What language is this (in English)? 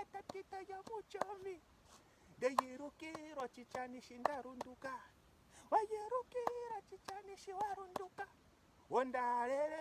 Ndonga